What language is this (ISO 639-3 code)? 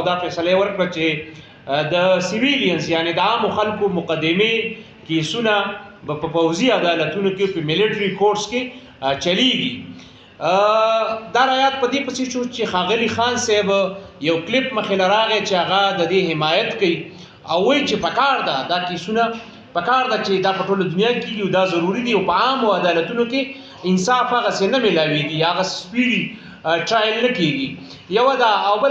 pus